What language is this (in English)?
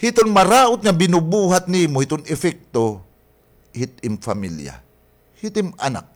Waray